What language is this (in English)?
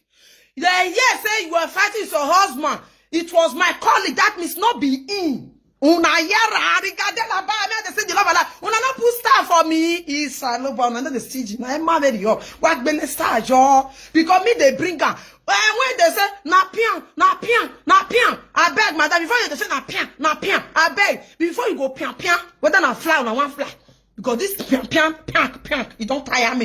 Nigerian Pidgin